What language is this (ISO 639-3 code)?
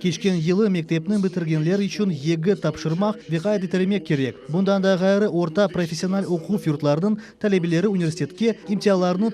crh